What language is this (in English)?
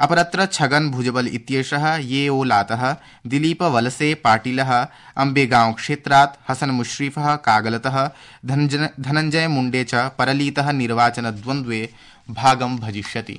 Sanskrit